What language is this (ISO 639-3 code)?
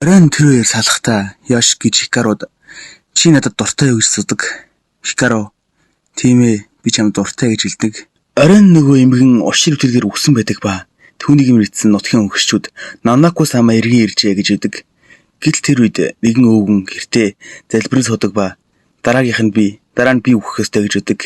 mon